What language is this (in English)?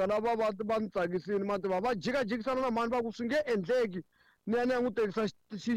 Tsonga